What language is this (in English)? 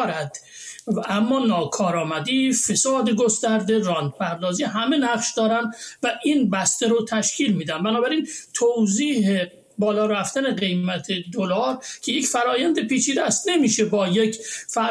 Persian